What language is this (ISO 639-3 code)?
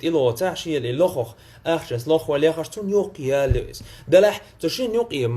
che